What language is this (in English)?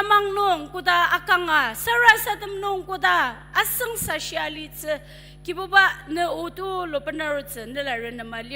Ao Naga